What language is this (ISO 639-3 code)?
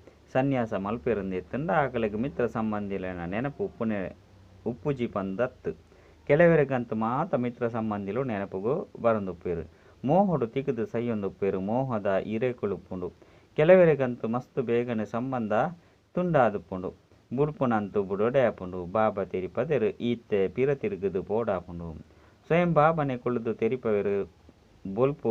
tcy